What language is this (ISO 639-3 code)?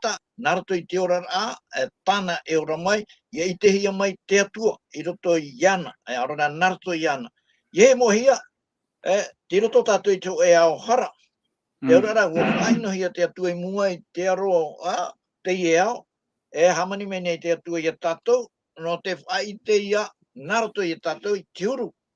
tah